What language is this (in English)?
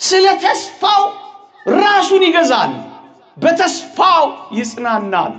Amharic